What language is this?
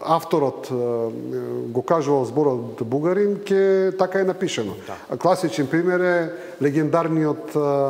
Macedonian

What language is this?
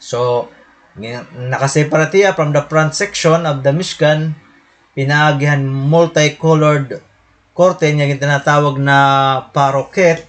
Waray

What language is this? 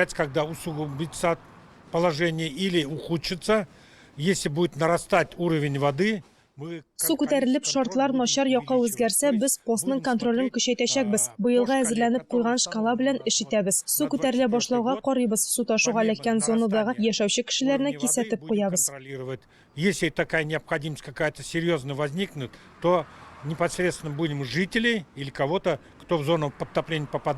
Tatar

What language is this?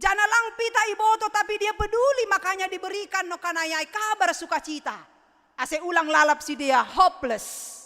Batak Simalungun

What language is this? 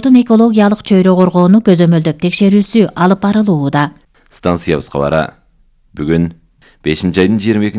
Kyrgyz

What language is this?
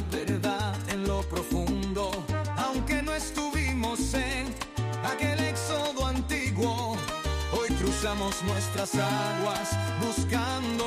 Spanish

